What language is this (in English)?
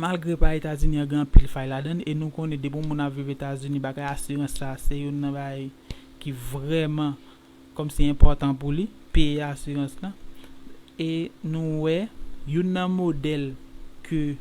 Haitian Creole